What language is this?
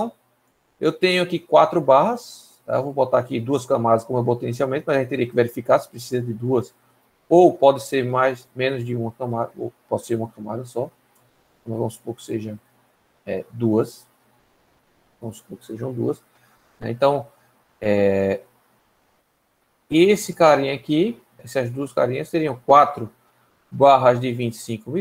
Portuguese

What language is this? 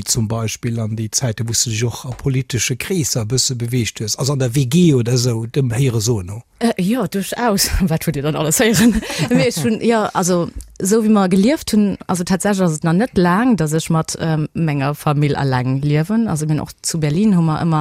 Luxembourgish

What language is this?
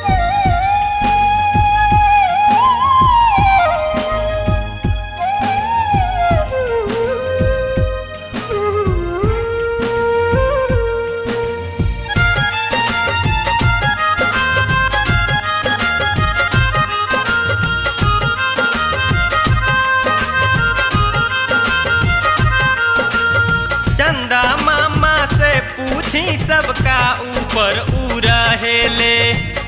Bhojpuri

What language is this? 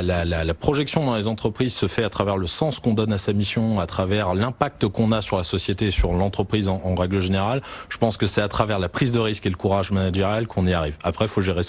French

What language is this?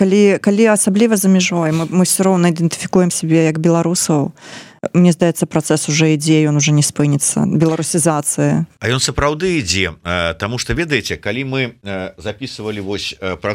Belarusian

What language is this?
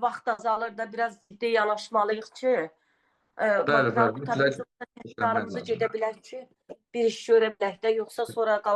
Azerbaijani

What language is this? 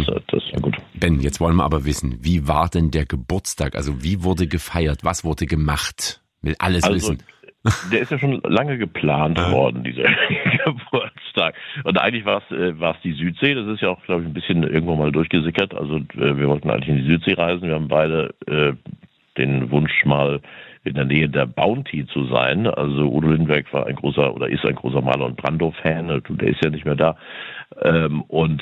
German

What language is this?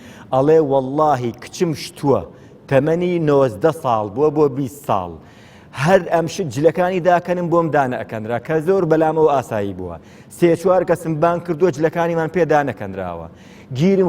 Central Kurdish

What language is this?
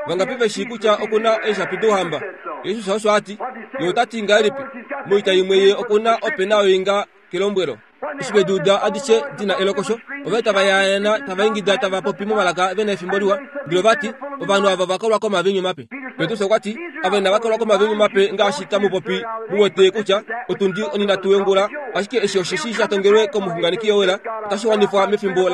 Kuanyama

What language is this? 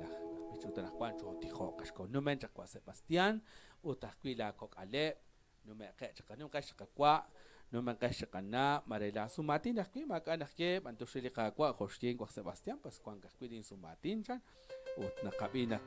Kekchí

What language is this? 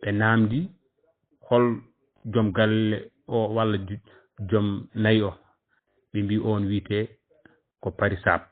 Fula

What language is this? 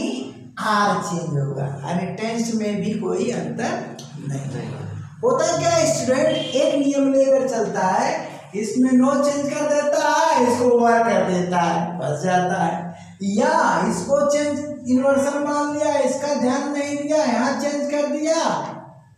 Hindi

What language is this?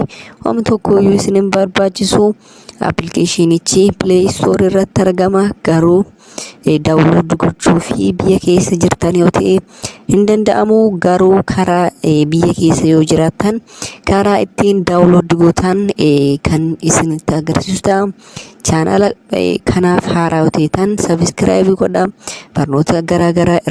Oromo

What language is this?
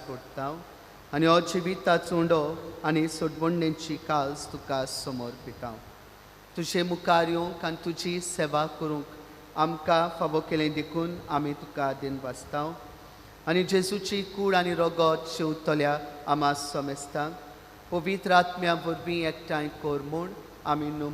Konkani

